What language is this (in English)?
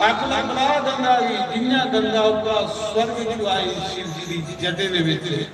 Dogri